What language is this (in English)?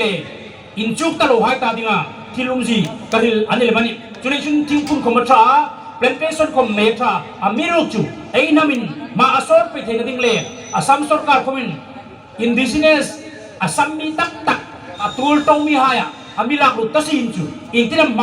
Hmar